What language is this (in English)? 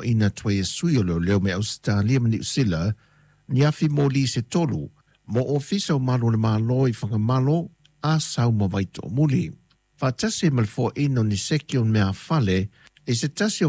Samoan